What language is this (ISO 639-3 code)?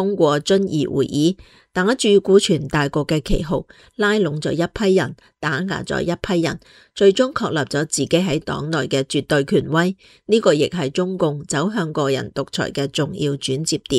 yue